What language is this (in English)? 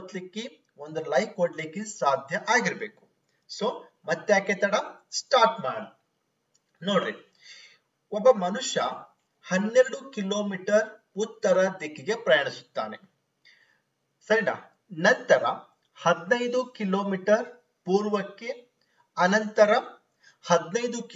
Kannada